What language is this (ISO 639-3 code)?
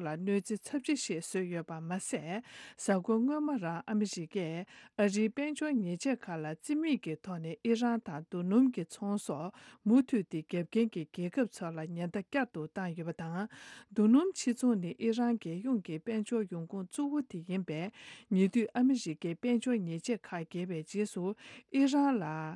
bod